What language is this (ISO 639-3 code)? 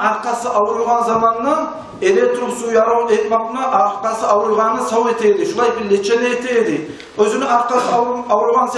kum